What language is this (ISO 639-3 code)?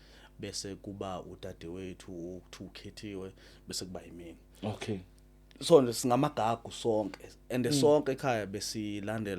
zul